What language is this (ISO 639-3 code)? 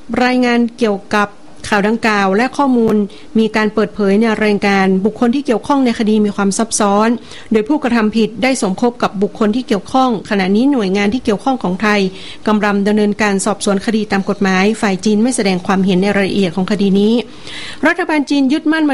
tha